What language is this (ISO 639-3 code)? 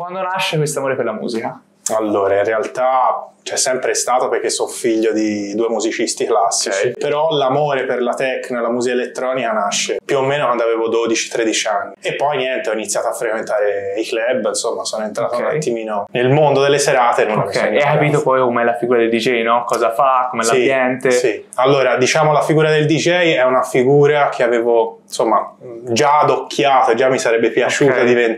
ita